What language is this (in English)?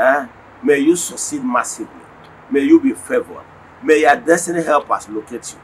Igbo